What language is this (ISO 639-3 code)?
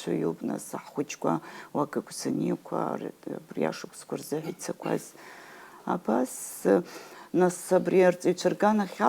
abk